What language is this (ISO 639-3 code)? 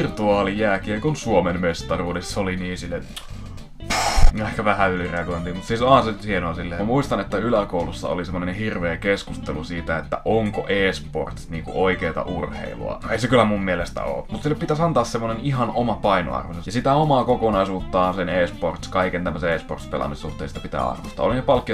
fin